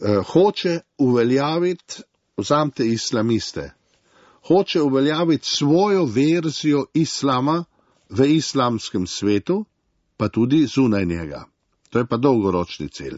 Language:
Slovenian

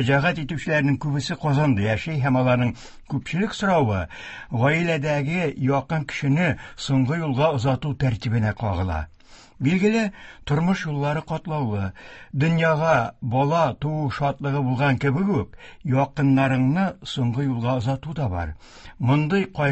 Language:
Tatar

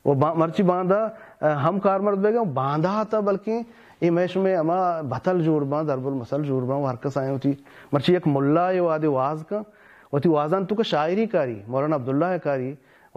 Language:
Baluchi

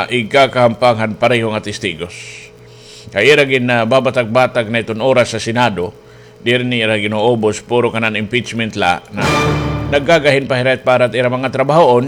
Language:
Waray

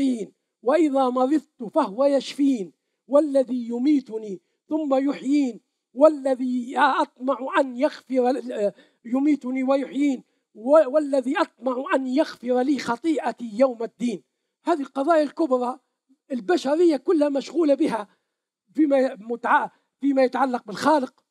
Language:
Arabic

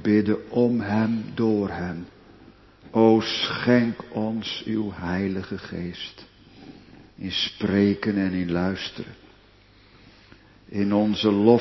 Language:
Dutch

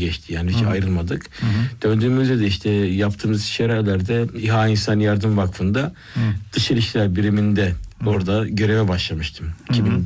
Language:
Turkish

